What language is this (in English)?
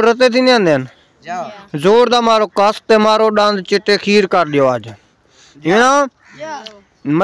Saraiki